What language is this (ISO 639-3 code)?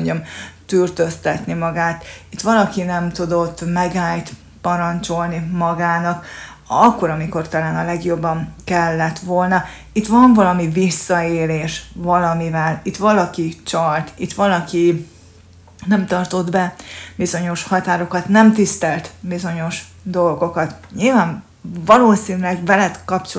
hun